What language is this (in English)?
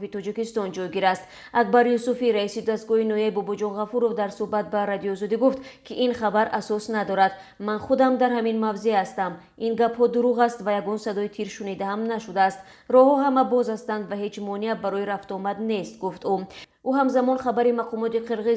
Tajik